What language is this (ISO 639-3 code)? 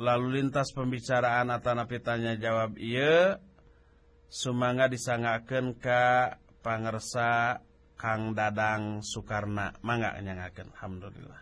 sun